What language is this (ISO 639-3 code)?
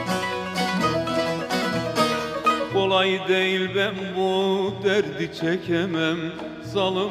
tur